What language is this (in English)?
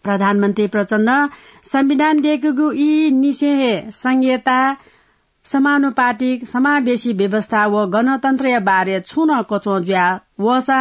Newari